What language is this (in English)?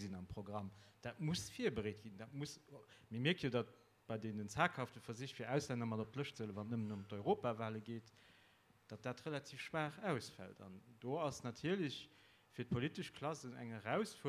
Luxembourgish